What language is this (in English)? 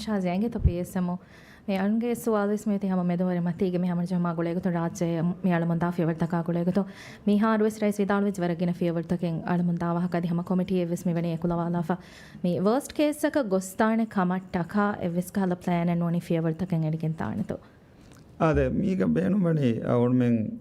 Divehi